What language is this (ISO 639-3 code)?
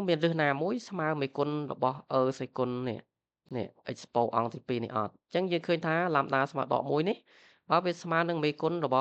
khm